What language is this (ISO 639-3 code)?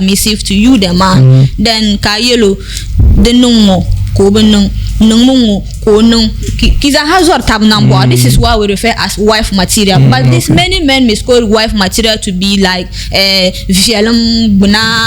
dag